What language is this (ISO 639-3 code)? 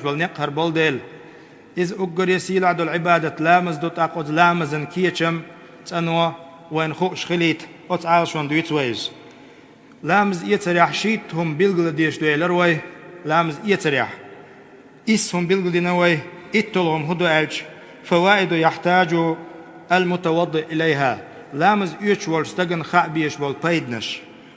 che